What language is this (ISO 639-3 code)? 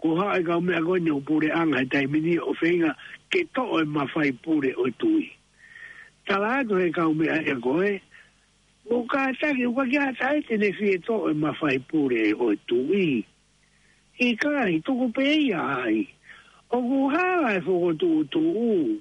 ton